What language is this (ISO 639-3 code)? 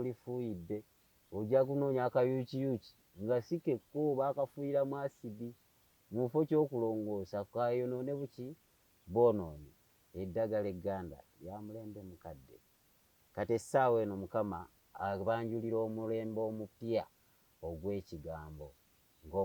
lug